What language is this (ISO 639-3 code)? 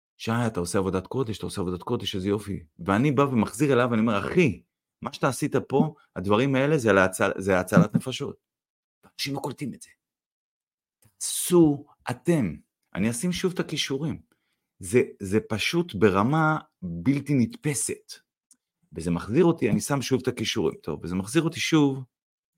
heb